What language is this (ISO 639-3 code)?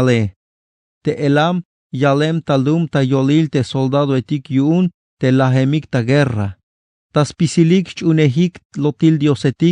tzh